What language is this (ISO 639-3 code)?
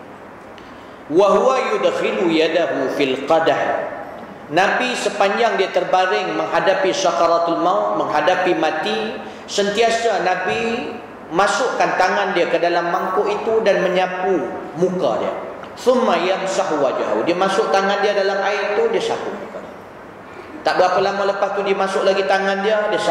msa